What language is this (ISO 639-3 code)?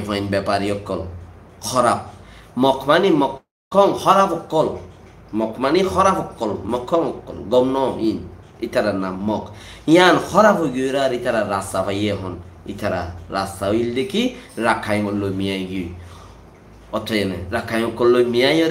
rhg